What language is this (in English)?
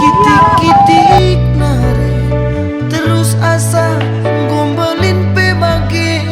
Batak Karo